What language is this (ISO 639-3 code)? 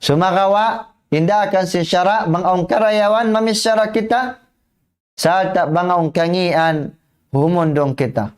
tsg